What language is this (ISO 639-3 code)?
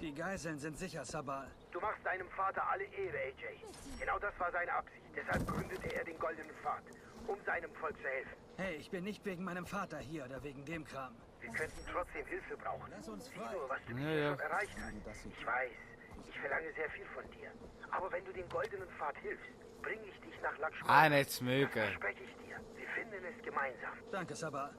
gsw